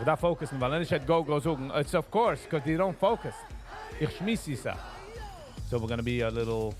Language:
Yiddish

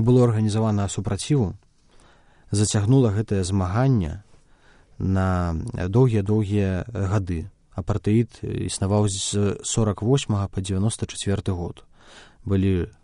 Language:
Belarusian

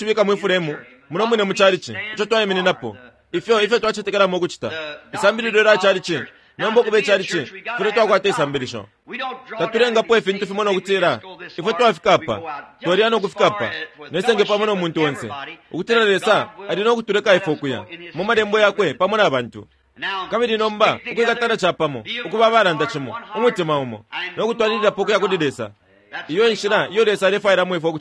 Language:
Bemba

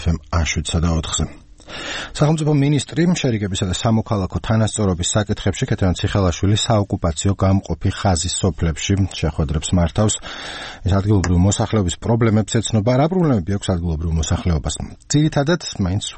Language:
Georgian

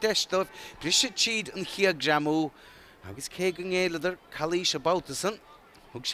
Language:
Irish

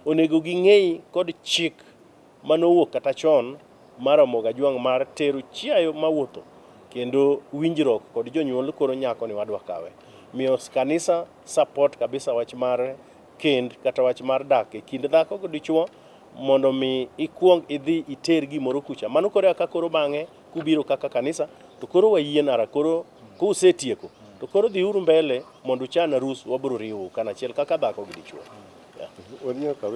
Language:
Luo (Kenya and Tanzania)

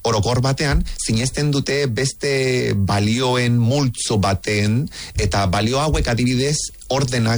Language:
Basque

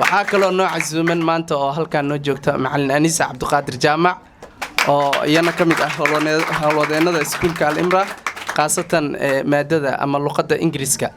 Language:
Somali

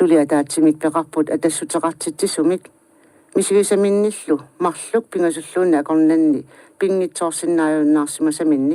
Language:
Kalaallisut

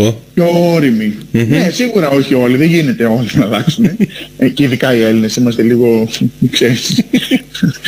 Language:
Greek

